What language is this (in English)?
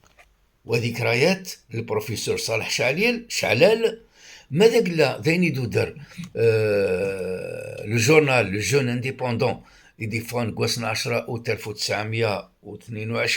Kabyle